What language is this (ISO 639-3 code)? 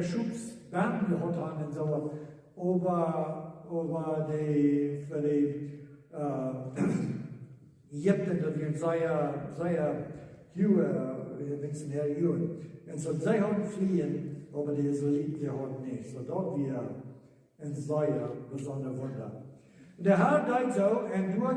pdt